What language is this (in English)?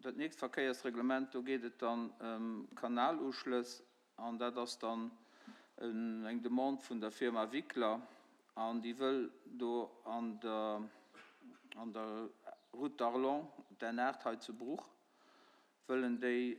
Luxembourgish